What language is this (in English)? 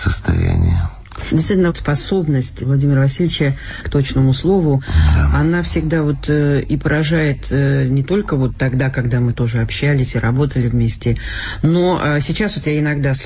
Russian